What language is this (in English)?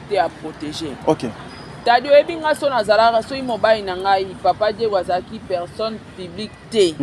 Lingala